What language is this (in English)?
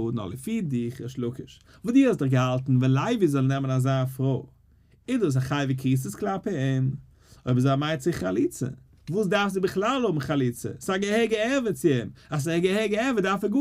Yiddish